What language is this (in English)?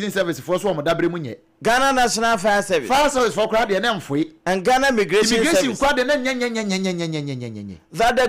Akan